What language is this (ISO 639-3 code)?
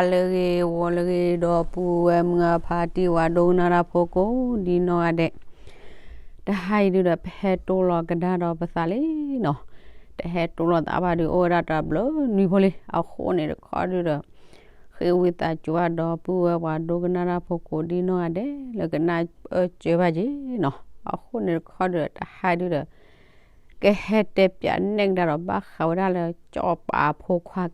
ksw